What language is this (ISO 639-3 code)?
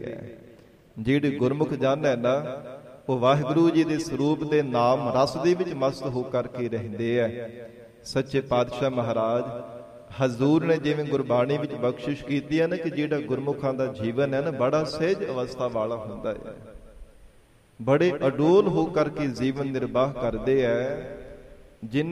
pan